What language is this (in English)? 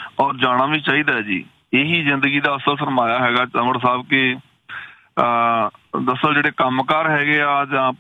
Punjabi